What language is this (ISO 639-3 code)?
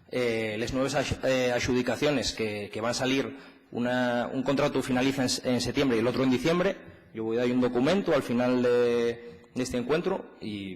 ast